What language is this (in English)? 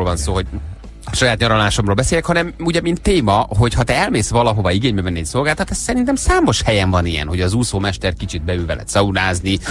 Hungarian